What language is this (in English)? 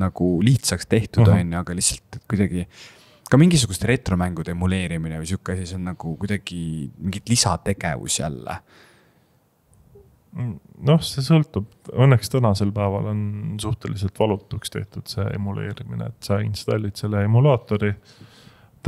Estonian